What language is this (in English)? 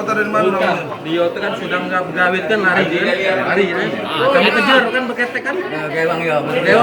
Musi